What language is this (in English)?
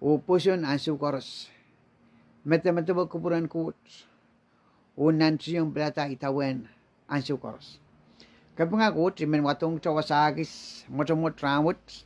Pohnpeian